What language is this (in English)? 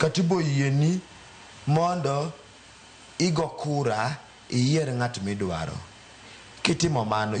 Luo (Kenya and Tanzania)